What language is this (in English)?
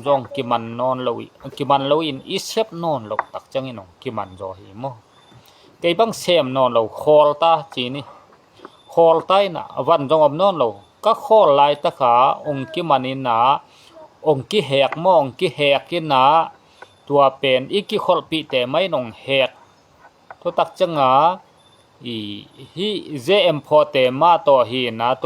Tedim Chin